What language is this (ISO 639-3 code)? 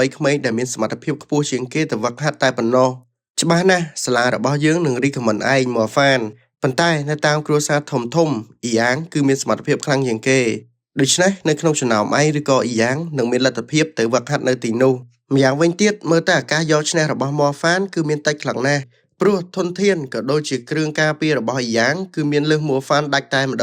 khm